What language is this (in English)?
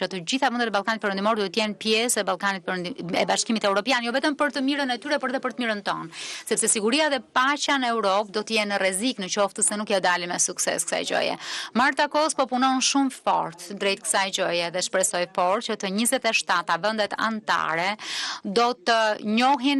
Albanian